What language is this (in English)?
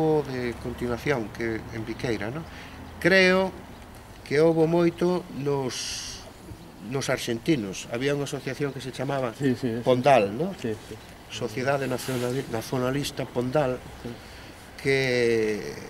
Galician